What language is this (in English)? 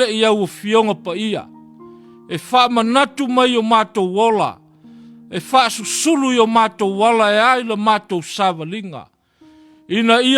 Samoan